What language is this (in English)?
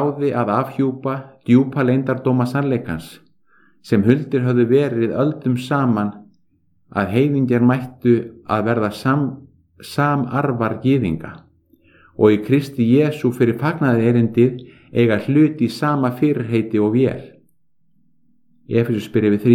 Icelandic